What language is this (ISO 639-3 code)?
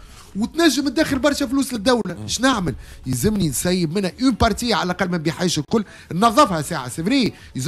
aeb